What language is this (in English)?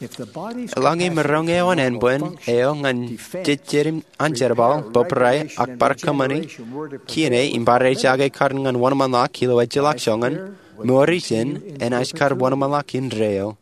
Marshallese